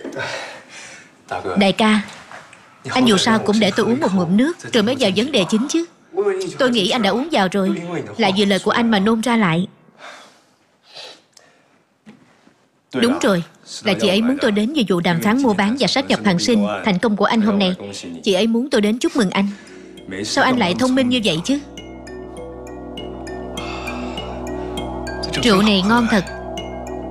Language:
Vietnamese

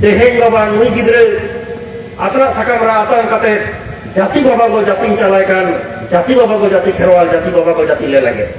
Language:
Santali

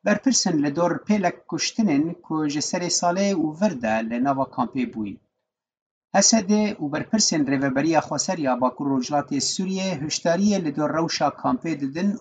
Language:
Kurdish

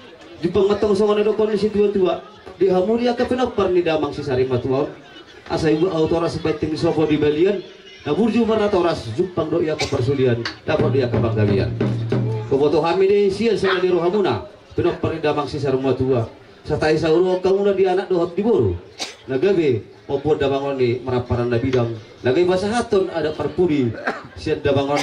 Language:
Batak Toba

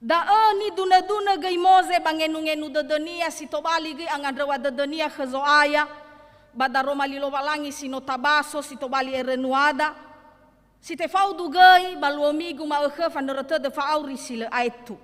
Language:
Nias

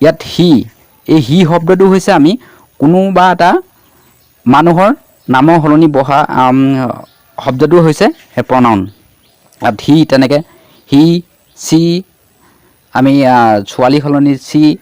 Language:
Assamese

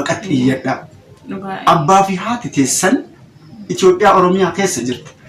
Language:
Oromo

